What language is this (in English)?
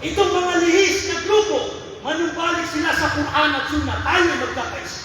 Maranao